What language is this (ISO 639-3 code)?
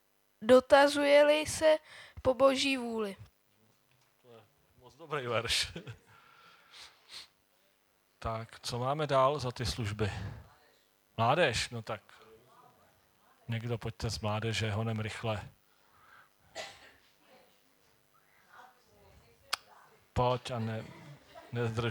ces